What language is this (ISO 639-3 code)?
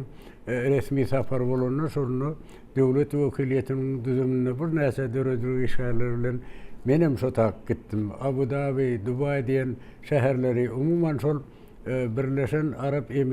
tuk